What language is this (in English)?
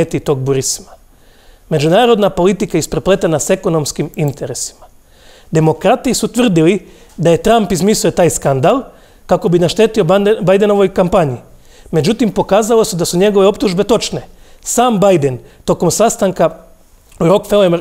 Croatian